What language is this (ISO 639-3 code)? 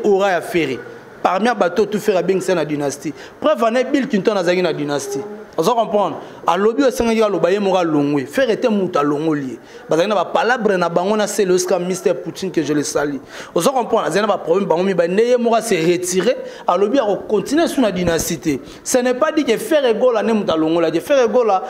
lin